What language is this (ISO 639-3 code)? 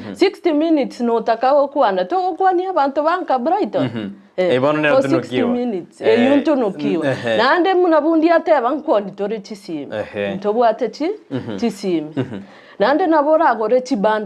guz